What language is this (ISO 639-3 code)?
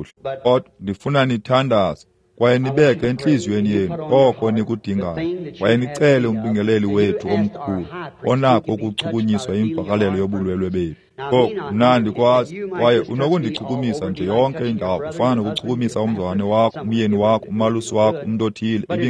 xho